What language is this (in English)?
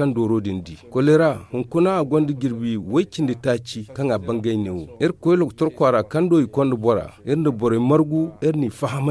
Zarma